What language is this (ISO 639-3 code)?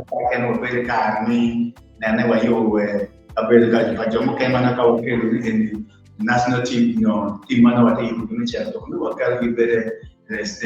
ach